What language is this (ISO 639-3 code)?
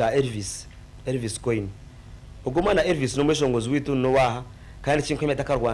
nyn